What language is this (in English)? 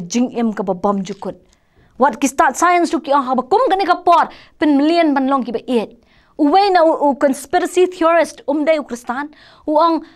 Khasi